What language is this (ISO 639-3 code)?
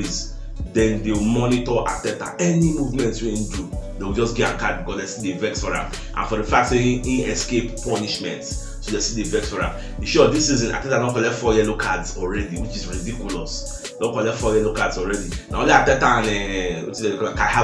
pcm